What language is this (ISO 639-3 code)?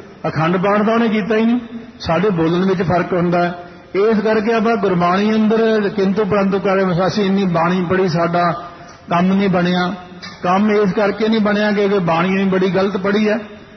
pan